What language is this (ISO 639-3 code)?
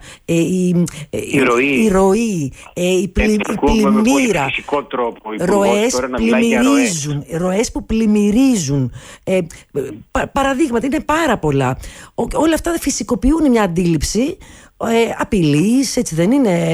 ell